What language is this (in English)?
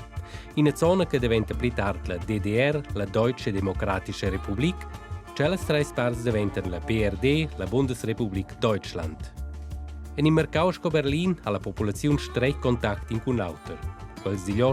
Romansh